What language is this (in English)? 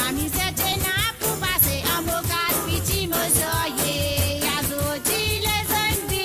Morisyen